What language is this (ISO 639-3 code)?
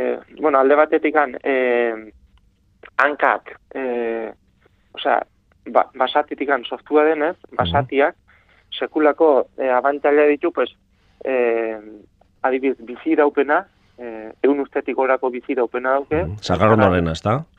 eus